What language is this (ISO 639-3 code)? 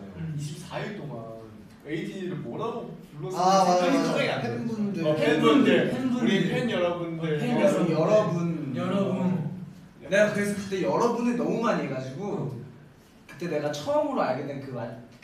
kor